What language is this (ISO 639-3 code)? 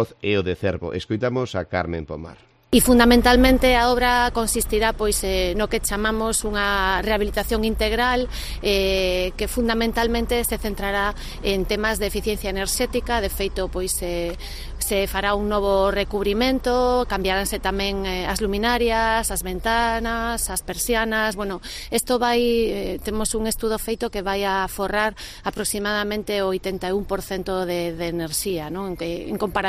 glg